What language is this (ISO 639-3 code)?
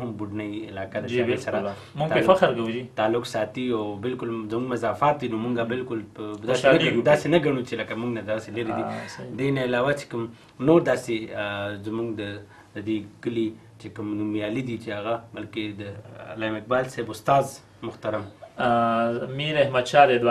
pus